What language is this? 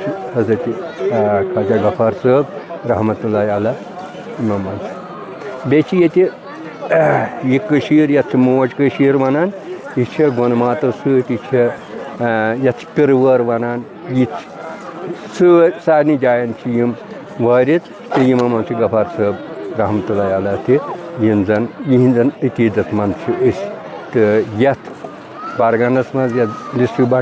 Kashmiri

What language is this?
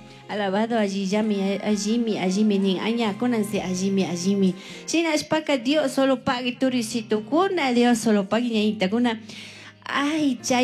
Chimborazo Highland Quichua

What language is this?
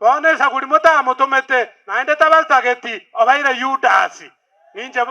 Gusii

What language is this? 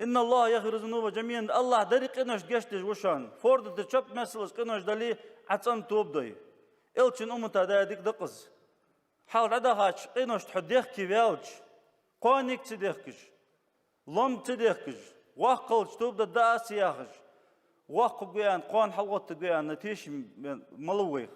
Ingush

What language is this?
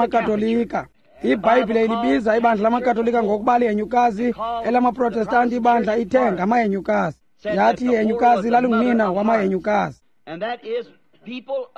Xhosa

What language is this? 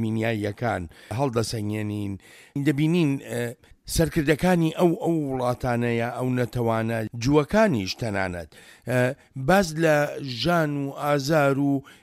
Central Kurdish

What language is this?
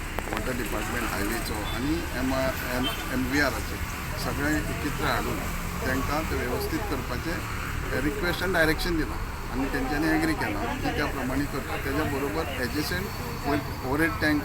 Konkani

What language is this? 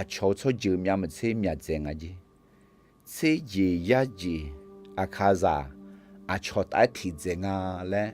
Akha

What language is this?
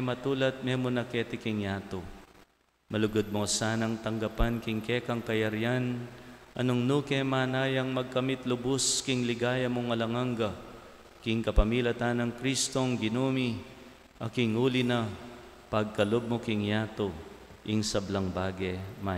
Pampanga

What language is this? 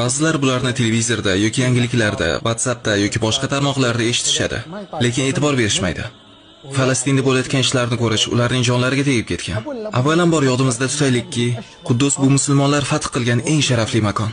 Uzbek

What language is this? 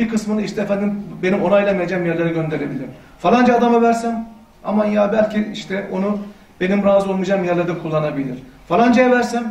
Turkish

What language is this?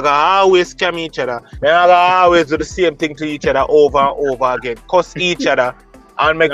Jamaican Creole English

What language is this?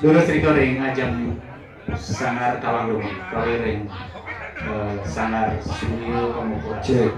Balinese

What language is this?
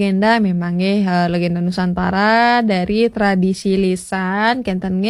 Balinese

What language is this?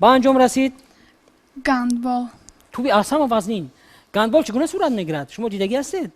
Tajik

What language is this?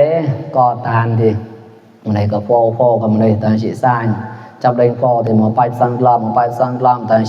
Mon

